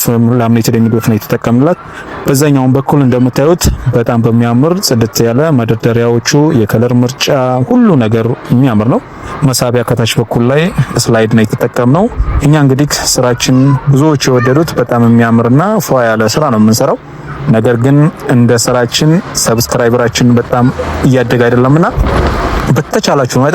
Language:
Amharic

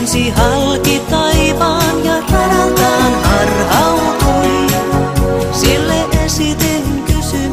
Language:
Finnish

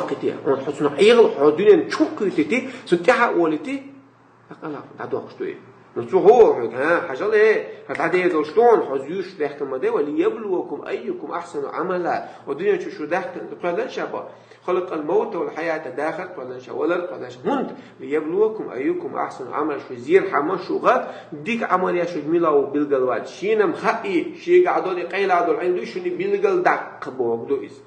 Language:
Chechen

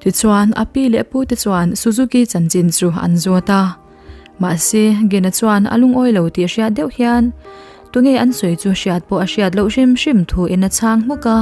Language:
Mizo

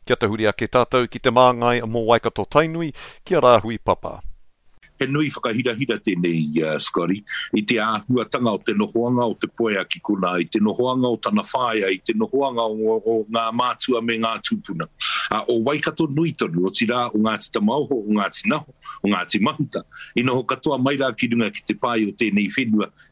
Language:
Māori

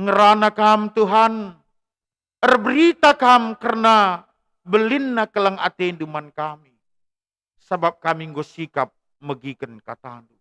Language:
Batak Karo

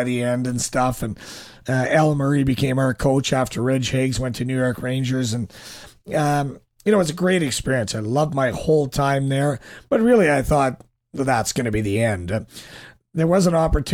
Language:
English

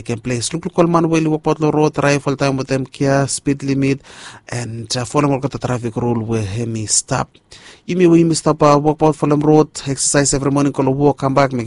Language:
Bislama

